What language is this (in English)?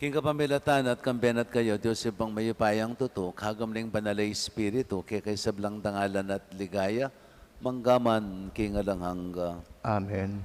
Pampanga